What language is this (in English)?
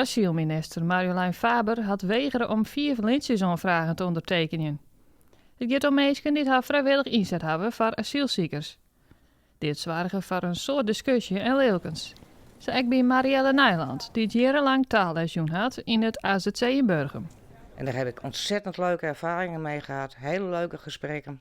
Western Frisian